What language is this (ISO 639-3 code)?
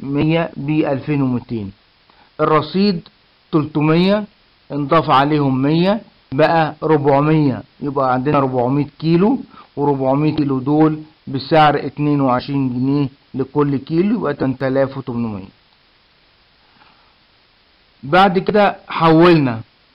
arz